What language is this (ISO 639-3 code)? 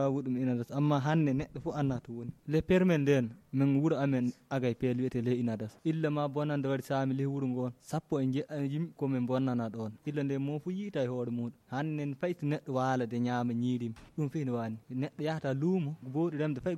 fuv